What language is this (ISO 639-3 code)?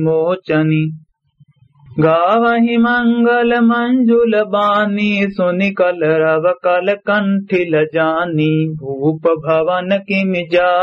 awa